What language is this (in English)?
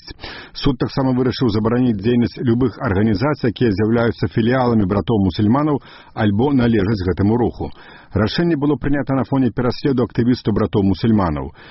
Belarusian